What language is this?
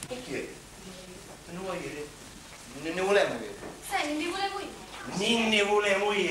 Sicilian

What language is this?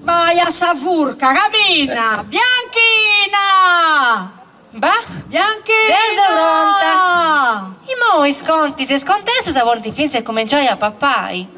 Sardinian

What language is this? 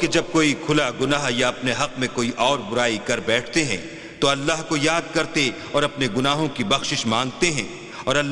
Urdu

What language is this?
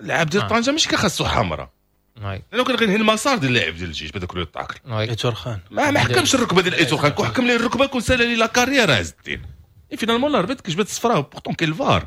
Moroccan Arabic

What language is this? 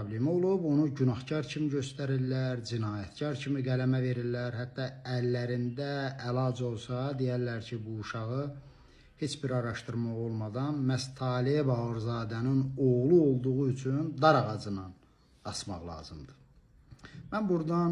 Azerbaijani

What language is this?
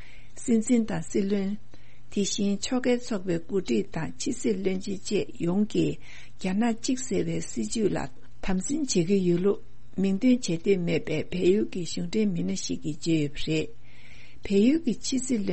Tibetan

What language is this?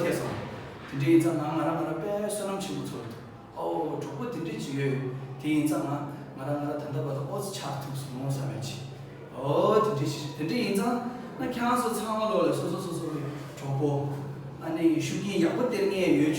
Tibetan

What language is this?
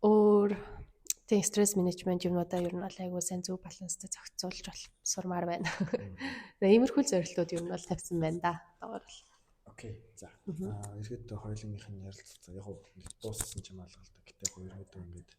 Mongolian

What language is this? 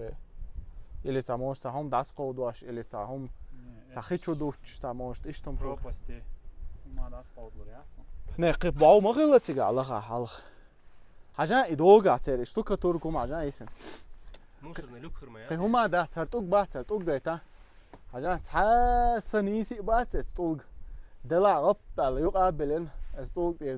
Chechen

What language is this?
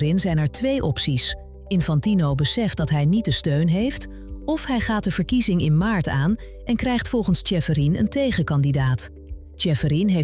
Dutch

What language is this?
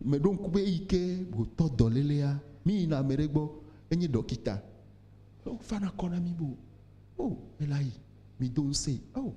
Ewe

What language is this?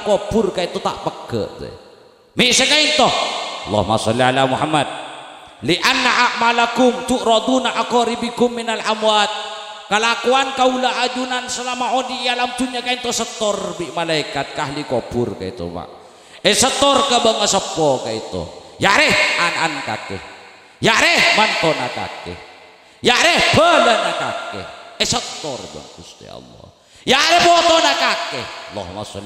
Madurese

